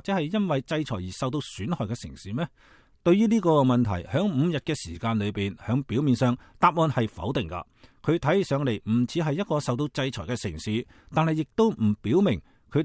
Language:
Cantonese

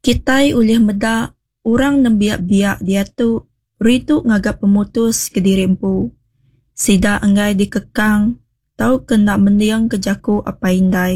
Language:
Iban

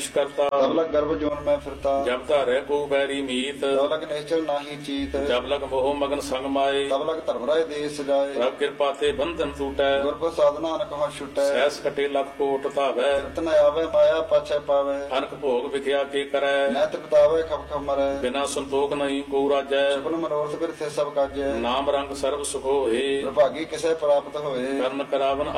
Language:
Punjabi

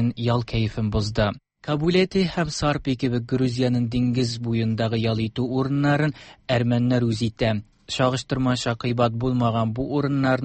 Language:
Tatar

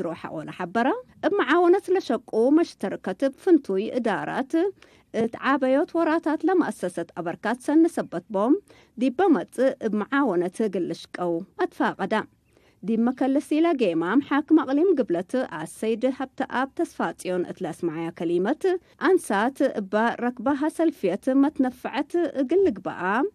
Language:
Tigre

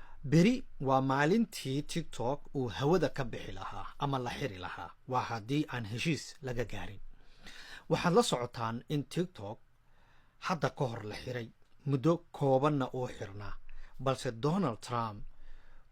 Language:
Somali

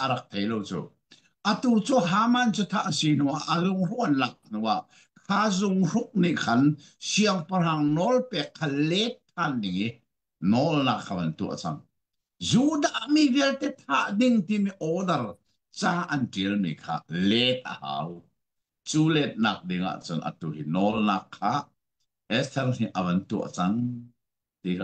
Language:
Hakha Chin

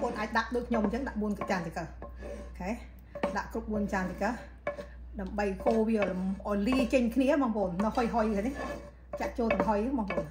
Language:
Khmer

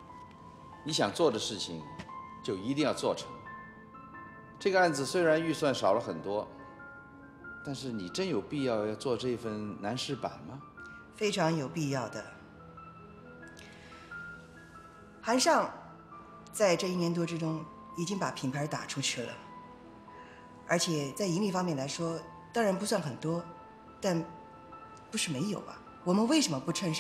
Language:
Chinese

